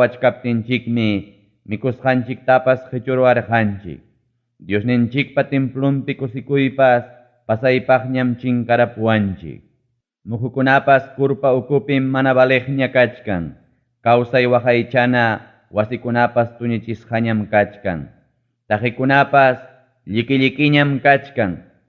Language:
Ayacucho Quechua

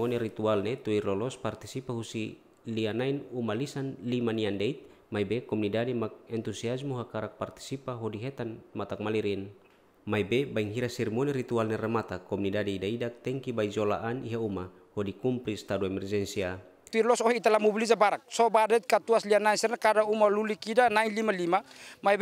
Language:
Tetum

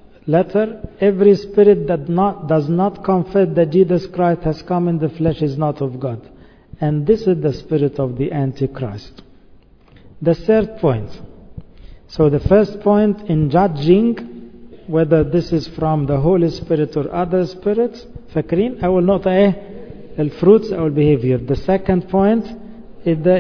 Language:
English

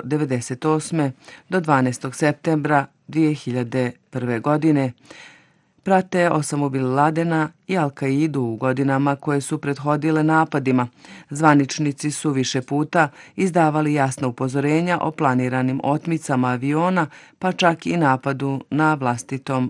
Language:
Bosnian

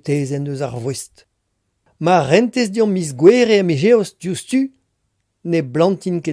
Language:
Breton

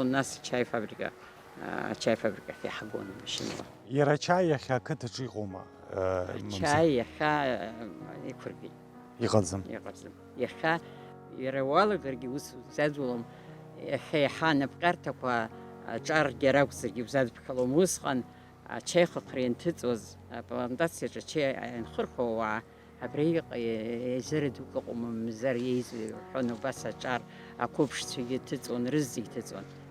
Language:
Abkhazian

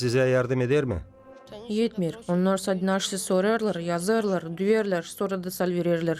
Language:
Gagauz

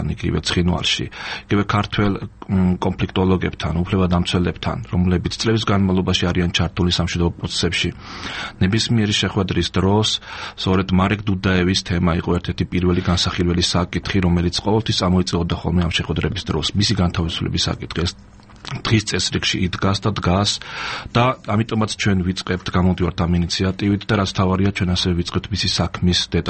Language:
Georgian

